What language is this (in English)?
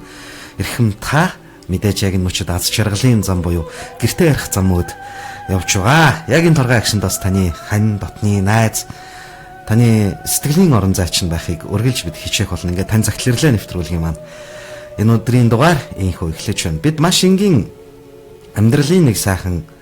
Mongolian